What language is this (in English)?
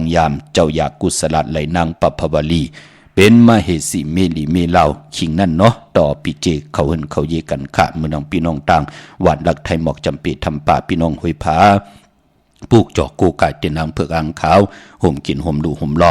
Shan